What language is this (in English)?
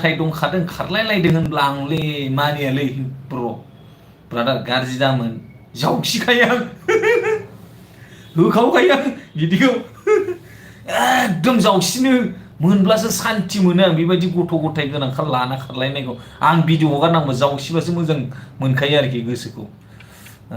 Bodo